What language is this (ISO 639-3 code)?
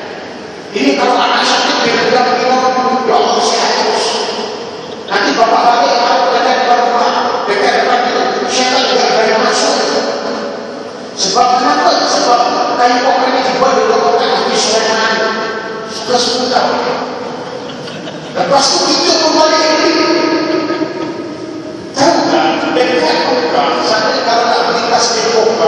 msa